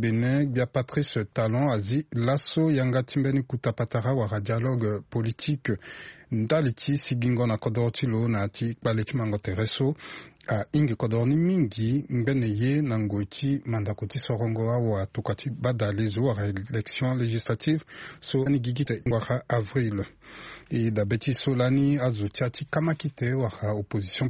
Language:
Sango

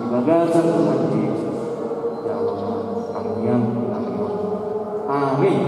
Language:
Batak Toba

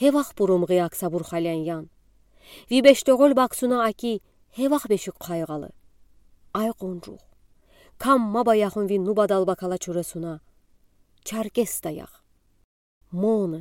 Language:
Udi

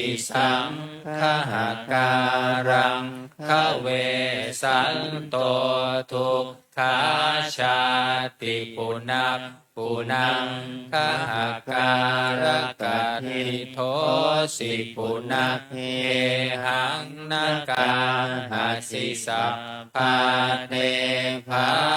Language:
Pali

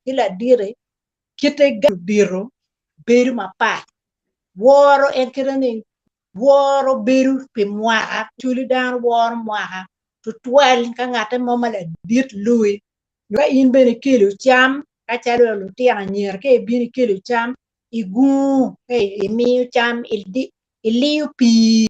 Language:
Acoli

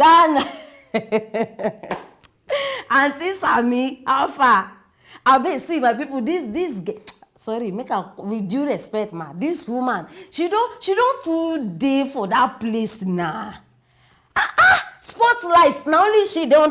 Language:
Nigerian Pidgin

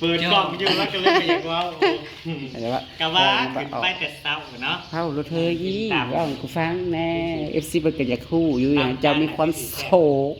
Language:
Northeastern Thai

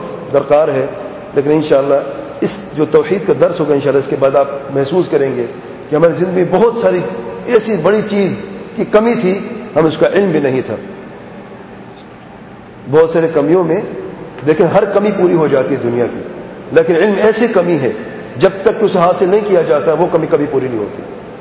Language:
Urdu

